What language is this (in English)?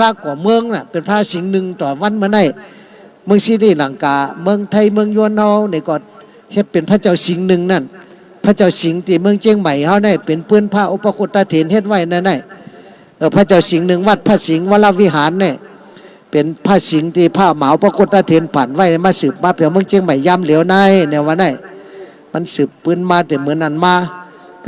Shan